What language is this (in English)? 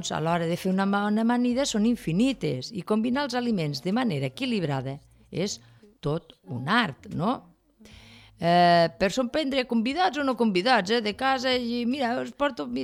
Catalan